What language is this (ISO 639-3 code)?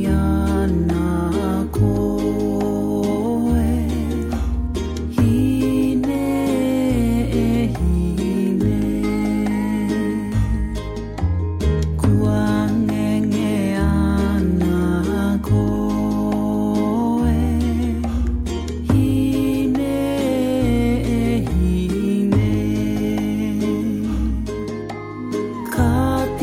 est